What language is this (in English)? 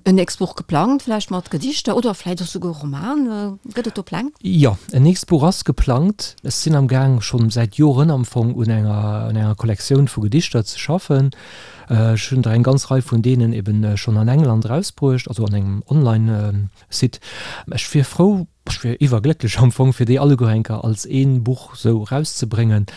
Luxembourgish